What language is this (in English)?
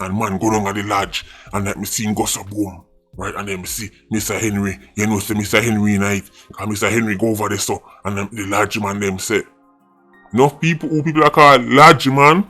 Jamaican Creole English